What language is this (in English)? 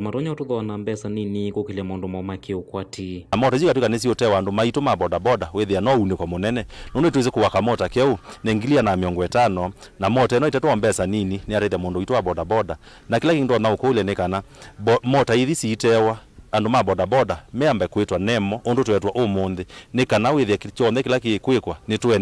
Kamba